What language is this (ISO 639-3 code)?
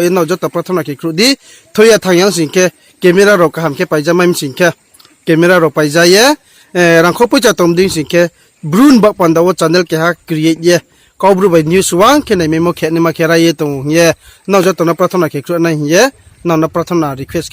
ria